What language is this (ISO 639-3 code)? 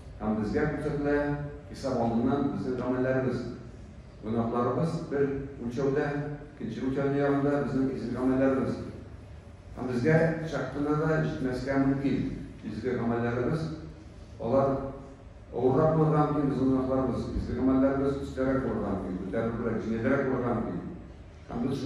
tat